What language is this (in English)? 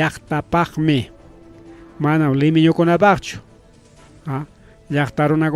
Ayacucho Quechua